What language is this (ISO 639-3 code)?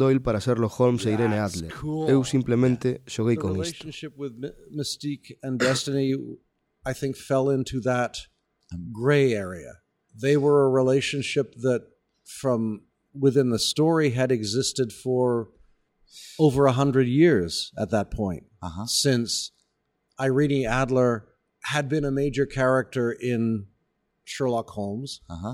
glg